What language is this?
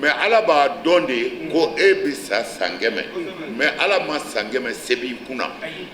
Bambara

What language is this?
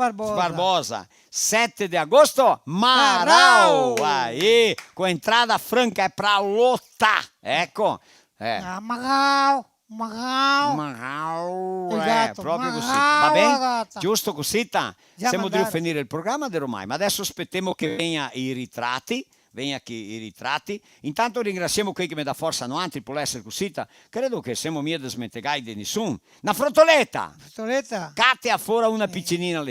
Venetian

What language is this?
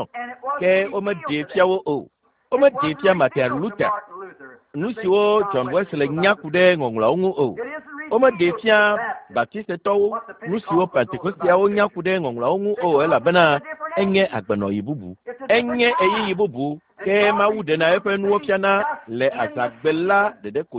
Ewe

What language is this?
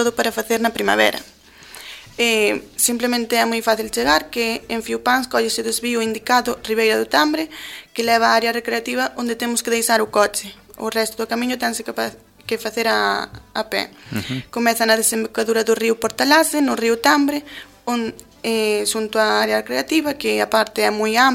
Galician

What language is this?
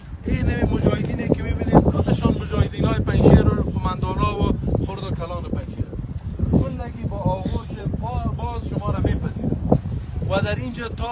Persian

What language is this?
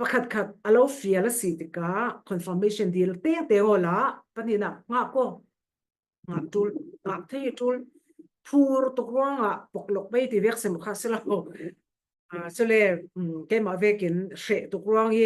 Falam Chin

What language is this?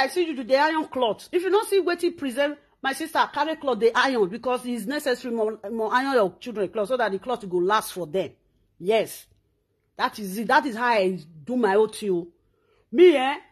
Nigerian Pidgin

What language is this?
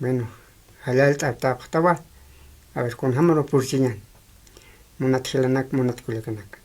Aymara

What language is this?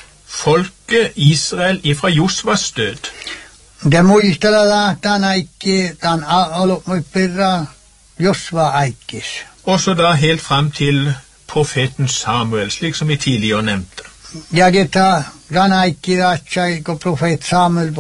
Norwegian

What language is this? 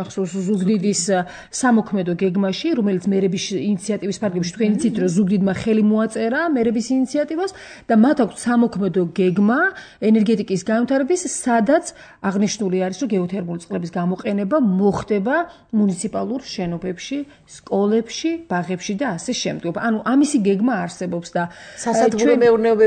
Georgian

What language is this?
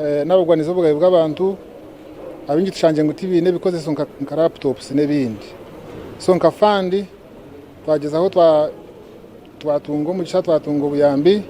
Nyankole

